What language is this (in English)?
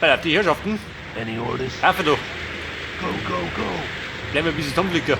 Bavarian